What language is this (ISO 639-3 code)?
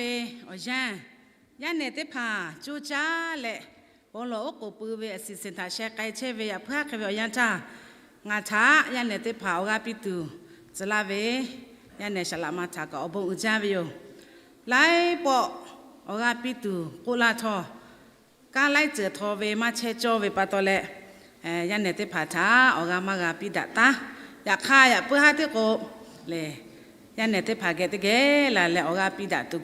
lhu